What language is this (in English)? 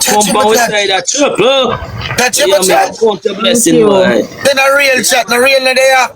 Jamaican Creole English